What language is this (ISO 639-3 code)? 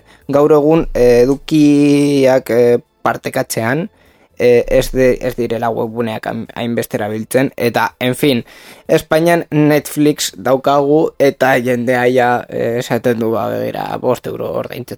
eus